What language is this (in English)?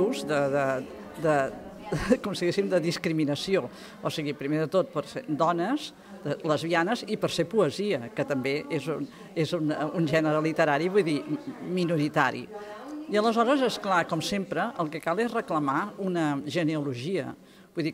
Catalan